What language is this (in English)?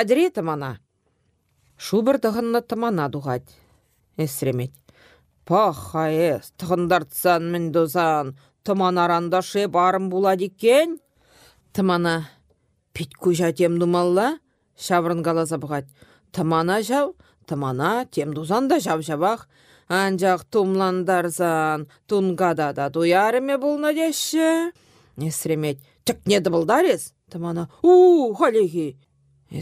Chuvash